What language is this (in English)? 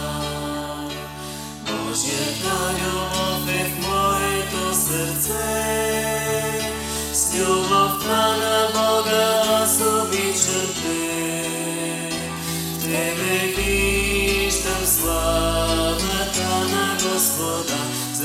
Bulgarian